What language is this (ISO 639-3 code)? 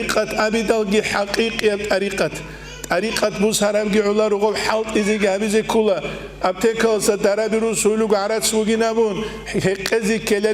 ava